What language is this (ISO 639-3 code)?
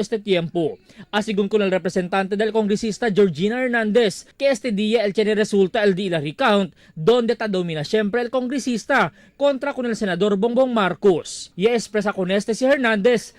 cbk